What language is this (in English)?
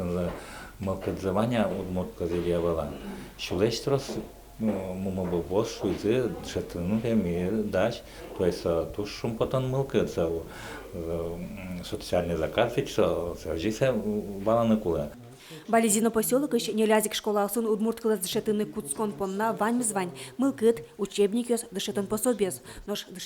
Udmurt